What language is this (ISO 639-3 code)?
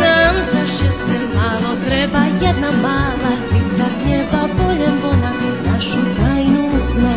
rue